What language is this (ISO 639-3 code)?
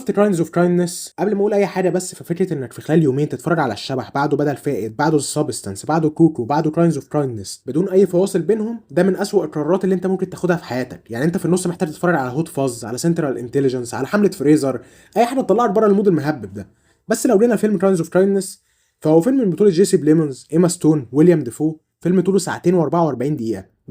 arz